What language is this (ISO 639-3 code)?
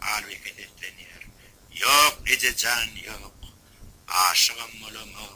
tuk